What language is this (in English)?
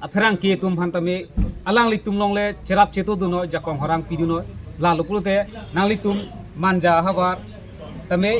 Karbi